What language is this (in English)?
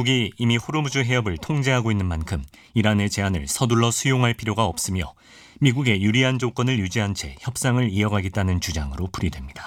Korean